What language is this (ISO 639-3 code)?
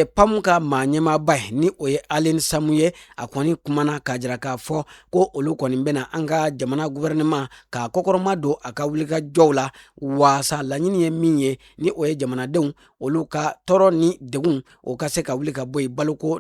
bam